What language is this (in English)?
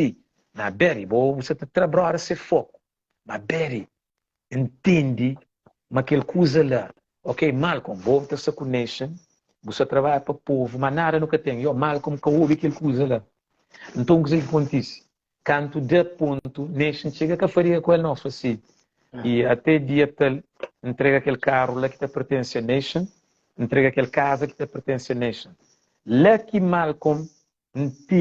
Kabuverdianu